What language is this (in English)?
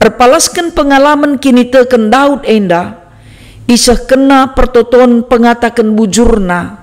Batak Karo